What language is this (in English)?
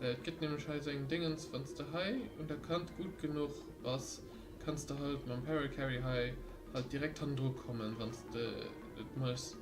Luxembourgish